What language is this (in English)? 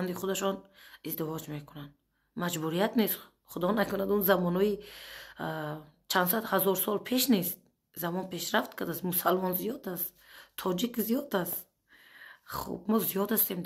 Tajik